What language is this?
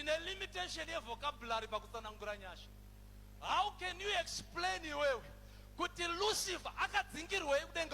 Shona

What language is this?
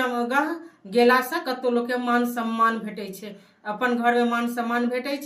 Maithili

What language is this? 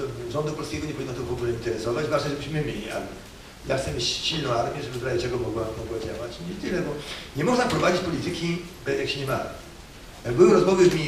Polish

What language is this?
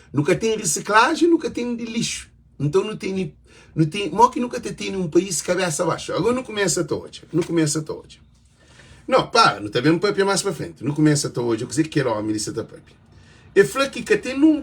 Kabuverdianu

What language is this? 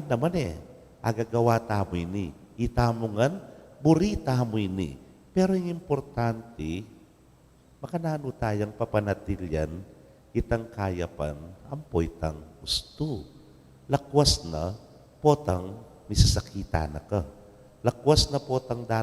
Pampanga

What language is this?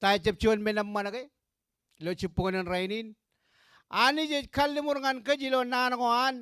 Marshallese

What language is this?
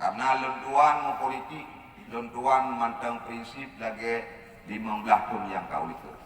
Achinese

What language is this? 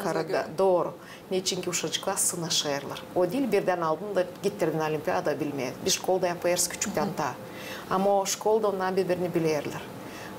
Gagauz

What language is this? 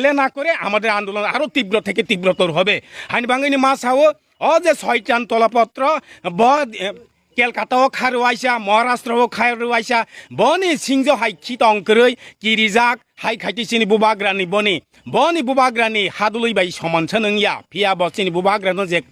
Kok Borok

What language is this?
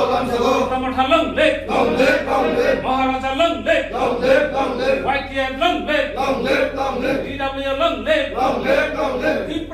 Kok Borok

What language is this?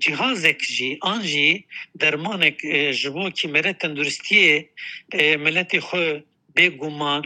Kurdish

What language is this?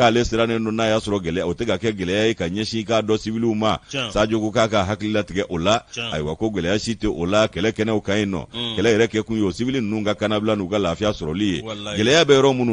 Bambara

